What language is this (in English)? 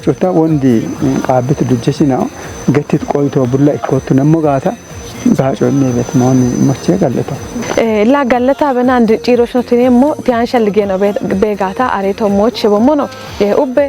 Kafa